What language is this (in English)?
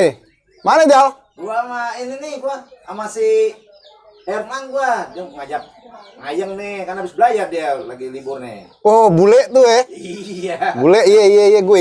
Betawi